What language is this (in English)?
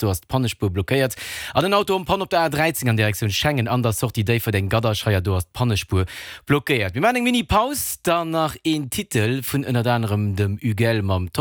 Luxembourgish